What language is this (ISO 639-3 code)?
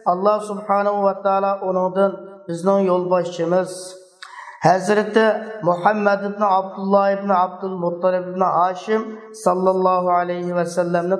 uig